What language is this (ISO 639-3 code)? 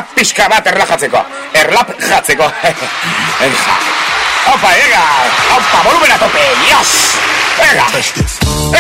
eus